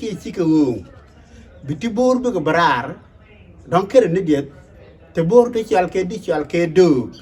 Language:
Nuer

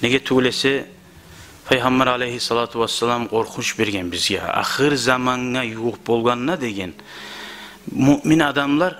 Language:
Kumyk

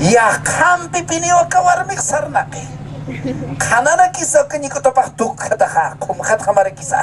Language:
Aymara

